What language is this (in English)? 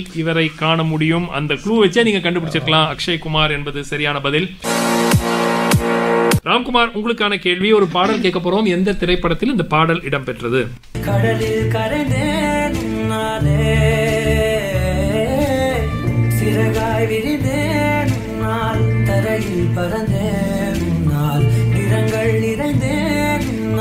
Tamil